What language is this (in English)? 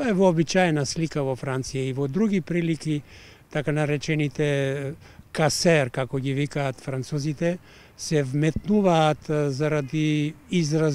Macedonian